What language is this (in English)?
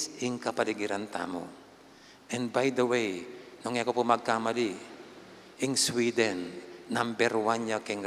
Pampanga